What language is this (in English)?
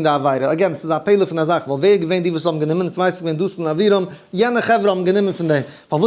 Yiddish